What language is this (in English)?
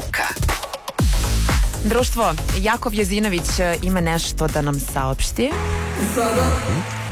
Serbian